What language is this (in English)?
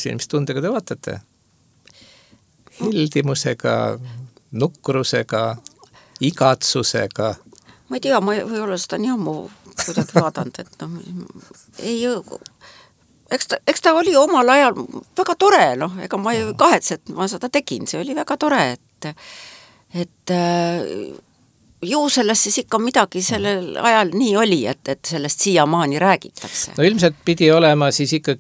Estonian